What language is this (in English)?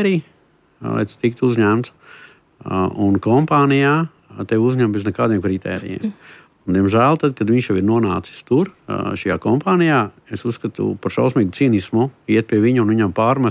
Latvian